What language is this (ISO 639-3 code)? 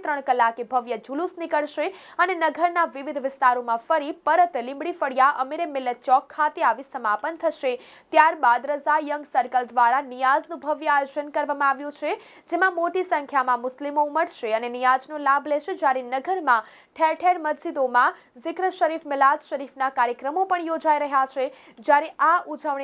guj